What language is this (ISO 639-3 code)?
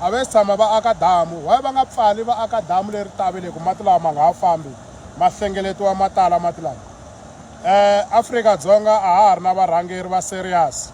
tso